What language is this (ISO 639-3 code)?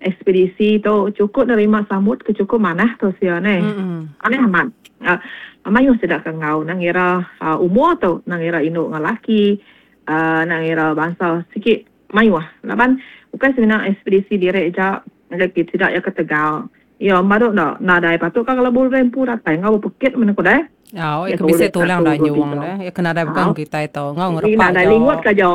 iba